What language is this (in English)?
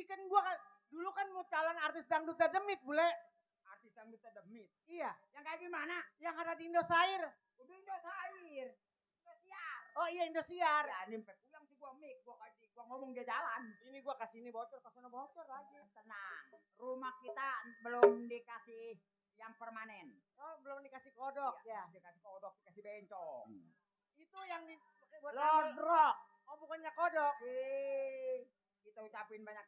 Betawi